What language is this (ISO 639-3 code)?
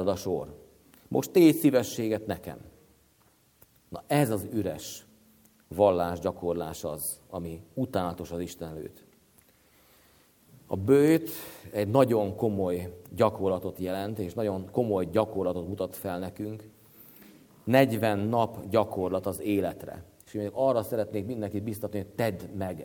hun